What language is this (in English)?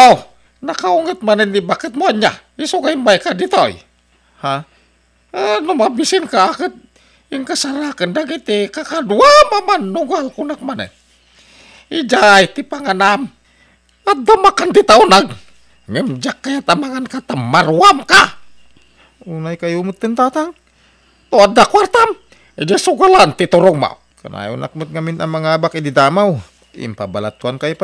Iloko